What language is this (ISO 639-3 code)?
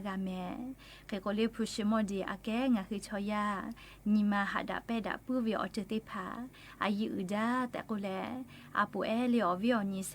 lhu